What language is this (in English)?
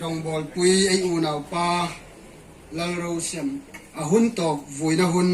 Hmar